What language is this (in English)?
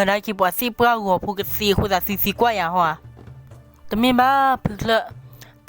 S'gaw Karen